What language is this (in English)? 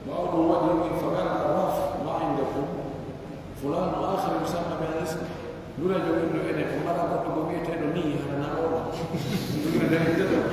Pular